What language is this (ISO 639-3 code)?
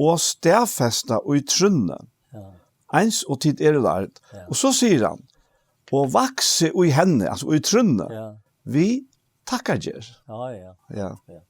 fao